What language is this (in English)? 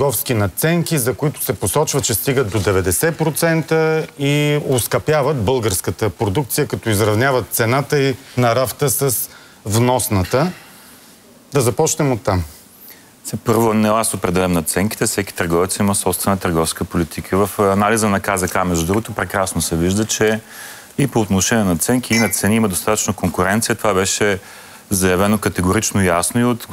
Bulgarian